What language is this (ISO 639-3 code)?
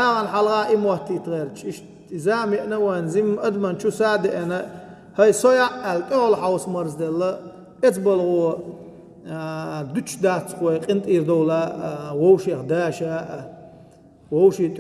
che